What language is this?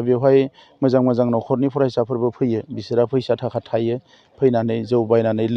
Bodo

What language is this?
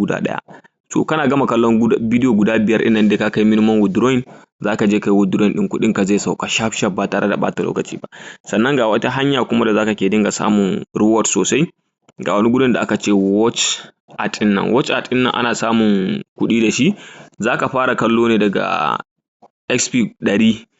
Hausa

